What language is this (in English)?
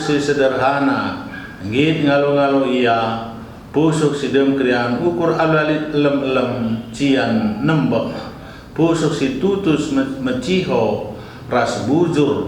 Batak Karo